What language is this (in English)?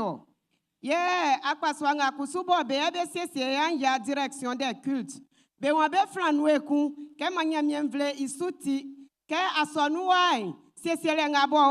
Baoulé